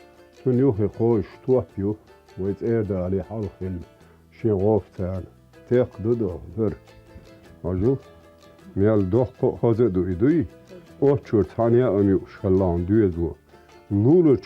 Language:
Chechen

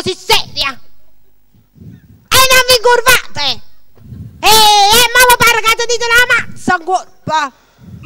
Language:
Neapolitan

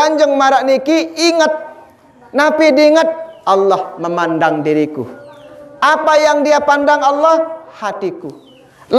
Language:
Sasak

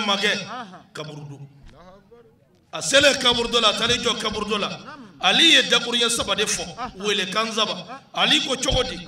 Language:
Bambara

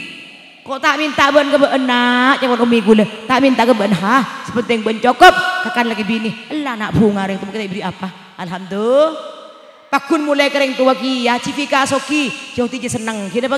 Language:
Madurese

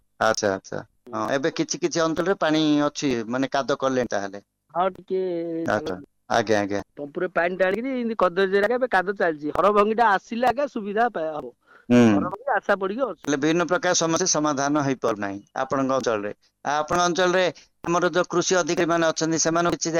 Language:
Odia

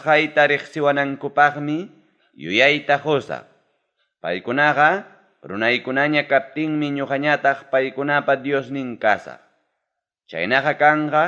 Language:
Ayacucho Quechua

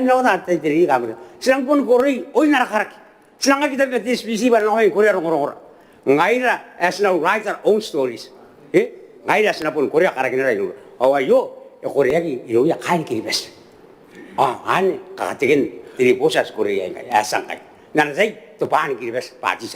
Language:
Gilbertese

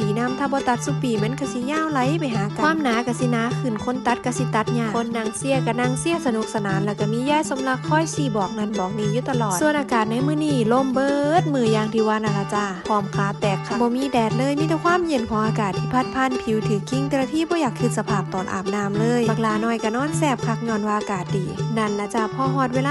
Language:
Northeastern Thai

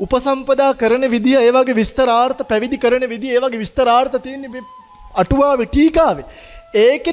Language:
Sinhala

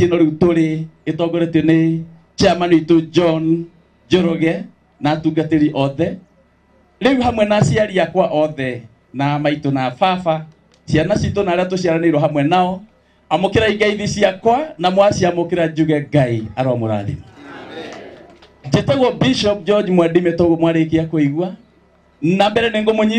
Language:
Kikuyu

